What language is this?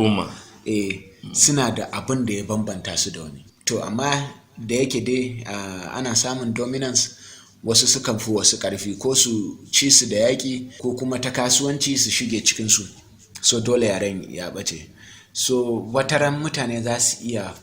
Hausa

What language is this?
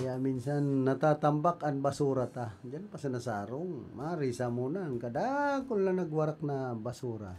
Bikol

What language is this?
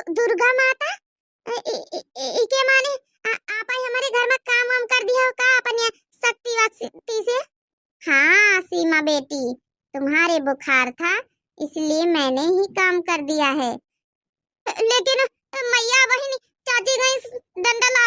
Awadhi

